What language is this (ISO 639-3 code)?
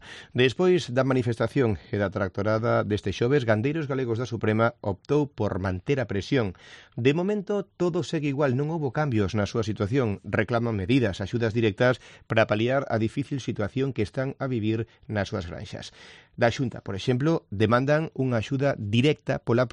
glg